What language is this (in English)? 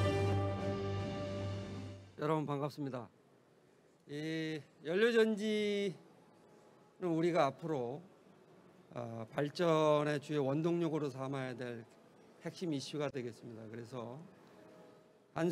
Korean